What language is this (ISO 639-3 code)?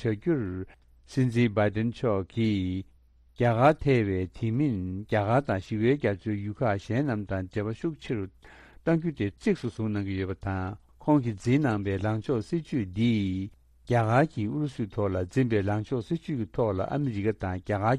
bod